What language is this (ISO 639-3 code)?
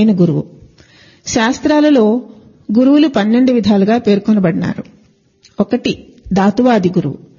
tel